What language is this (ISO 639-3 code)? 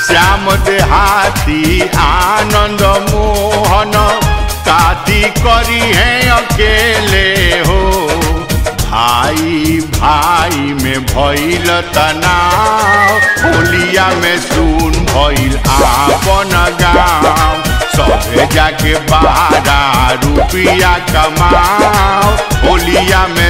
bho